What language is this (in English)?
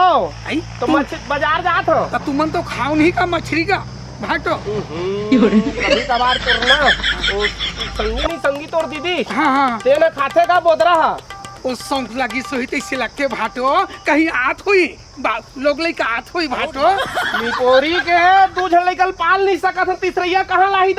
Chhattisgarhi